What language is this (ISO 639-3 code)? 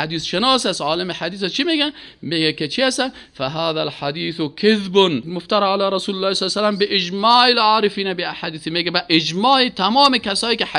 fas